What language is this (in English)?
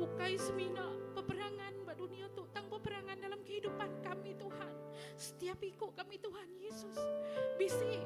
Iban